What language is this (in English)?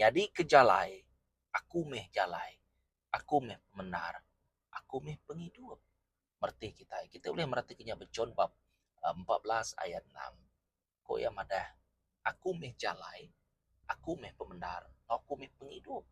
Iban